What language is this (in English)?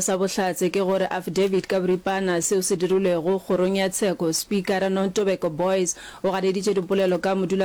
Northern Sotho